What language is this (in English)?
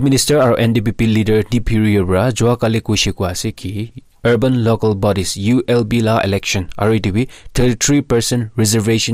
Naga Pidgin